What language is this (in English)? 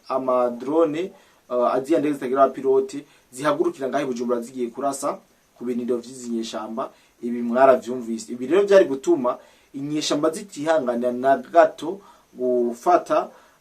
Rundi